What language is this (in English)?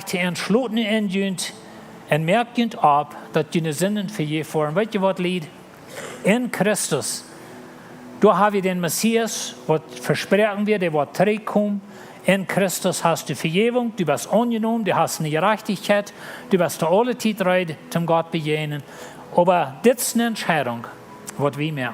Plautdietsch